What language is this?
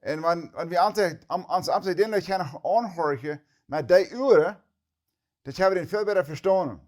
Plautdietsch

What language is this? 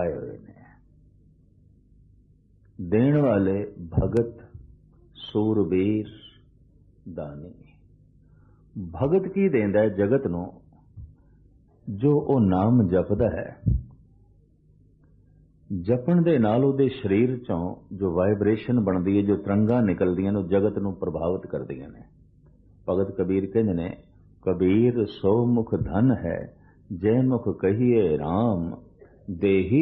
Punjabi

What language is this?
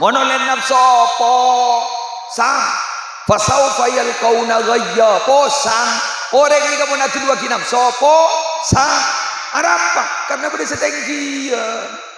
Madurese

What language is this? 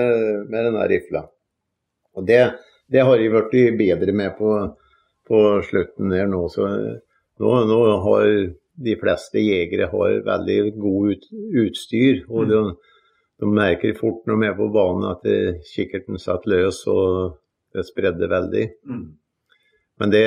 Norwegian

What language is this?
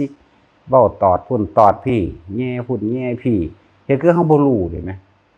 Northeastern Thai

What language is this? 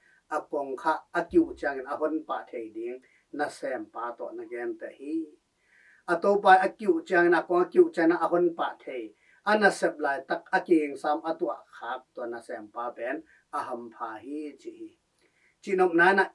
Tedim Chin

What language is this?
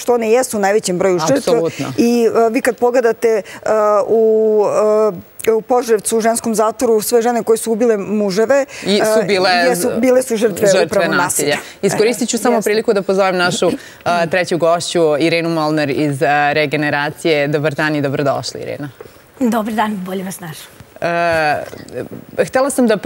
Serbian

